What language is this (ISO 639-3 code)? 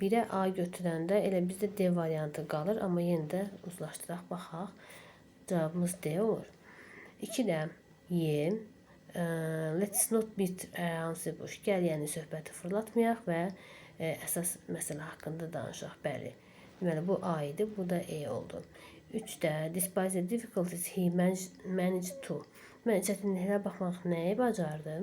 aze